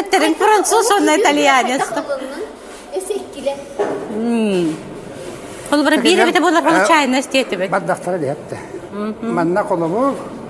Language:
Yakut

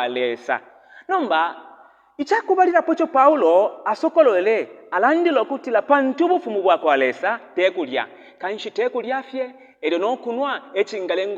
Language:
Bemba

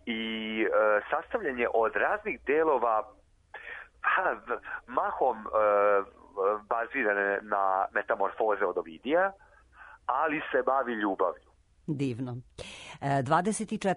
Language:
Serbian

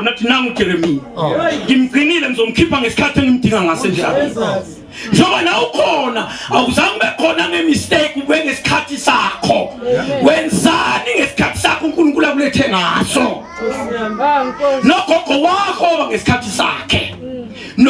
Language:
Zulu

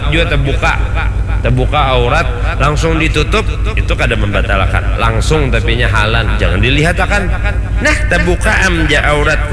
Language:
Banjar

